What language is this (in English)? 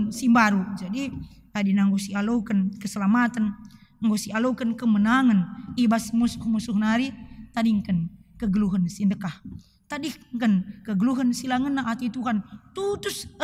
Batak Karo